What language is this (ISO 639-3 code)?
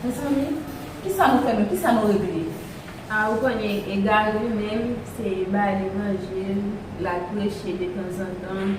hat